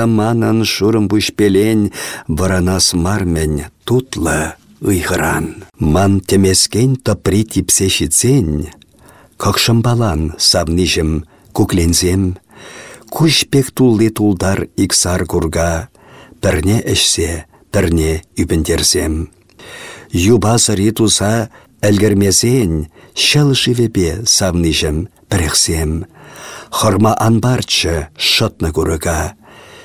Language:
Chuvash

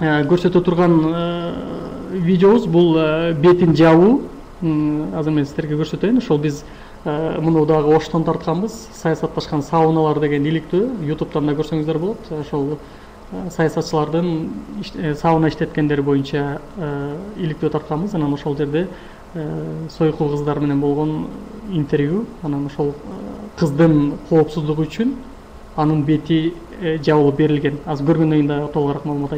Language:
Kyrgyz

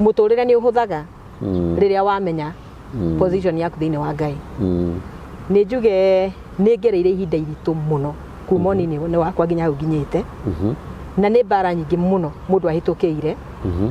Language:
Kikuyu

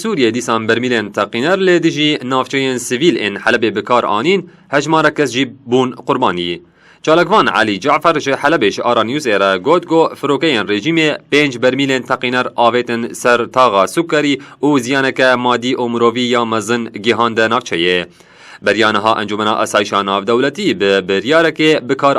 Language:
Kurdish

